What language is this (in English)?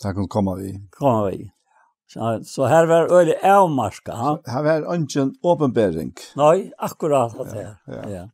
Faroese